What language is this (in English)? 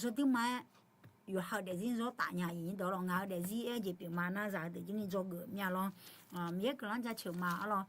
Akha